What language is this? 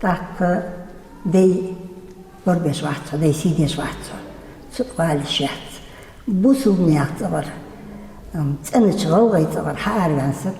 Ingush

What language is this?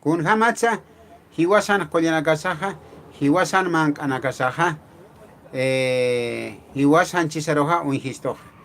Aymara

